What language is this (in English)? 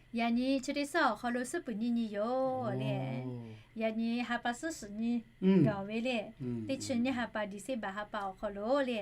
Lahu